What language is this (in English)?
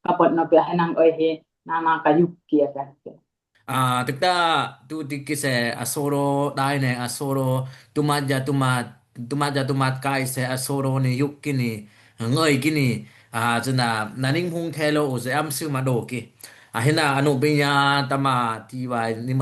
Dimasa